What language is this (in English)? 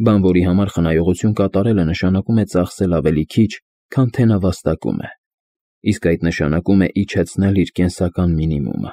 Armenian